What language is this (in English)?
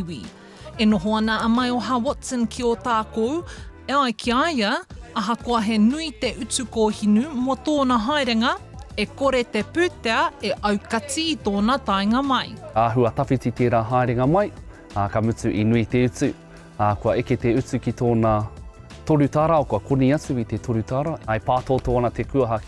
Māori